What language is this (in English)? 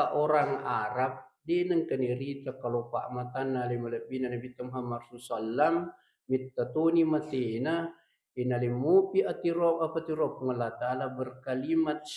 Buginese